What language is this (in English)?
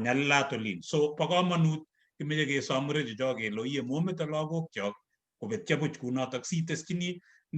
Kalenjin